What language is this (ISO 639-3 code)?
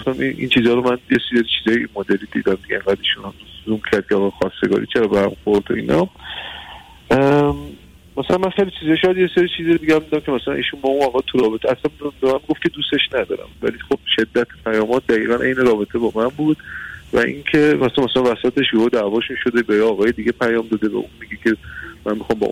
fas